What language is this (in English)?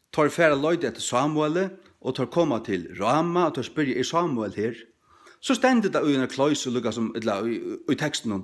Faroese